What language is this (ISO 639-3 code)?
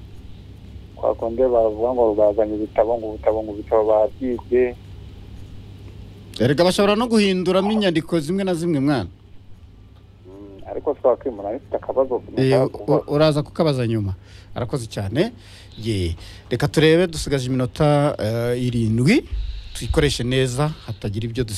kin